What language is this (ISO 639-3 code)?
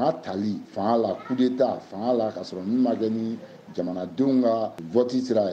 bam